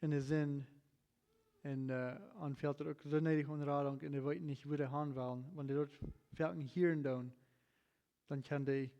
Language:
Plautdietsch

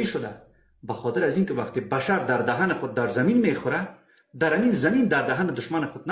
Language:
Persian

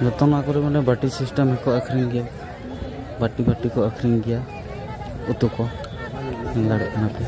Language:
Santali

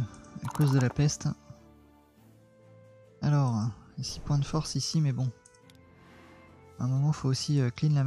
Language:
French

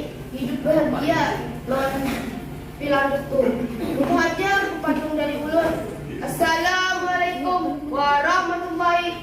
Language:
Banjar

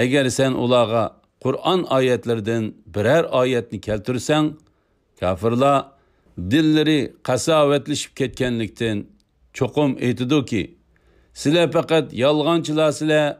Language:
Uyghur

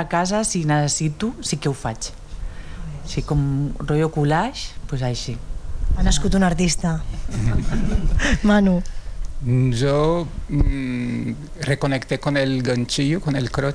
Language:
Catalan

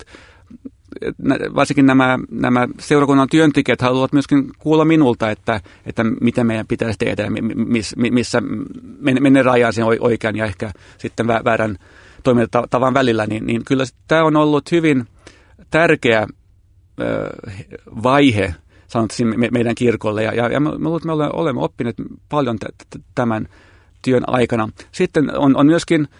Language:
Finnish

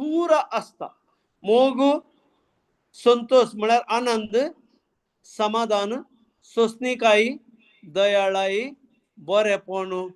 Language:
Konkani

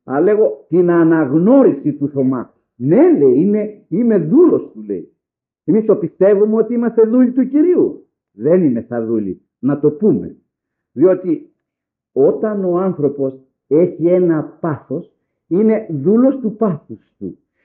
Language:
Greek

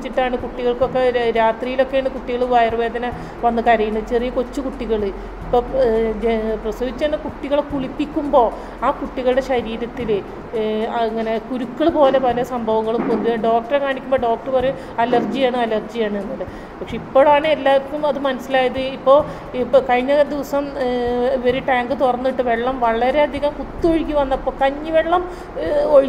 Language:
Malayalam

